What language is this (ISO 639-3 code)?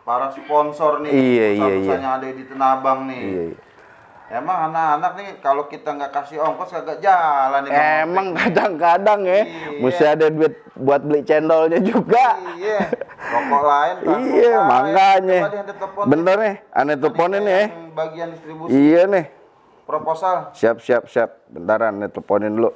bew